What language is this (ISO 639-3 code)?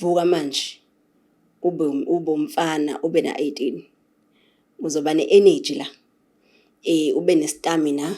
zul